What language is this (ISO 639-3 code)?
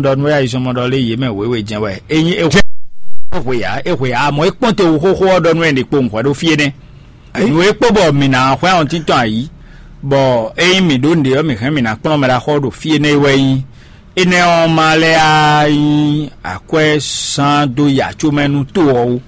fon